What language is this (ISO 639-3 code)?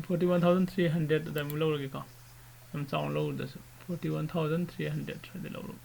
mni